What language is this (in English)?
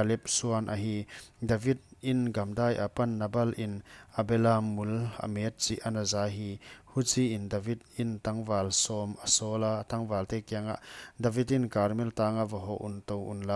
Paite Chin